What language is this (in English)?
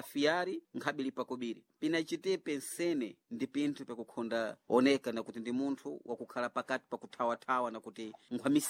Sena